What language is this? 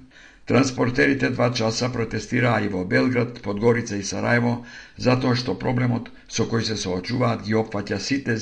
Macedonian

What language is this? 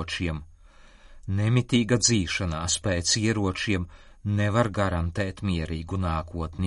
Latvian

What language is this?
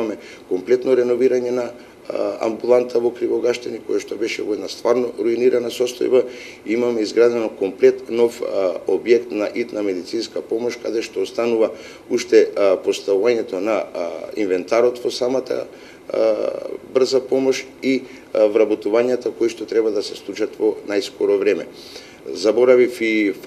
Macedonian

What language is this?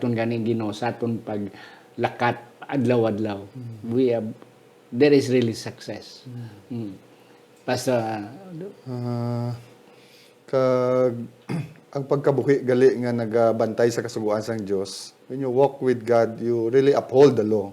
Hiligaynon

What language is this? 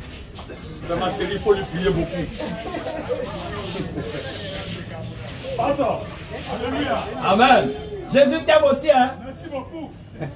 French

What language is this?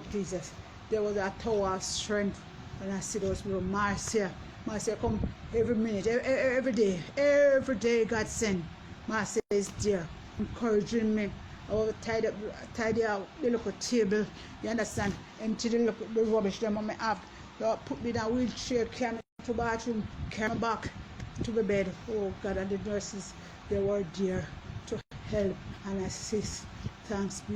Jamaican Creole English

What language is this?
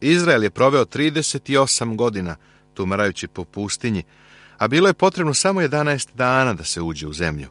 Serbian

